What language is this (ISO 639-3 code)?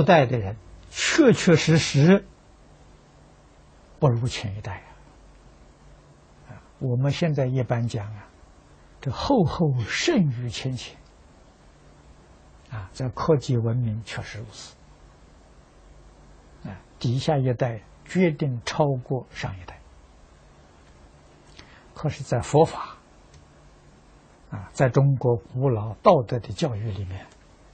zho